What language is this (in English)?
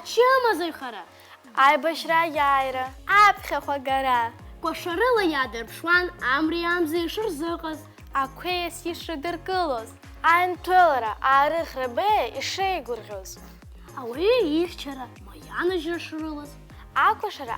Abkhazian